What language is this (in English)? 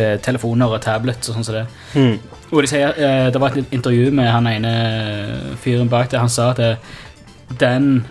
Norwegian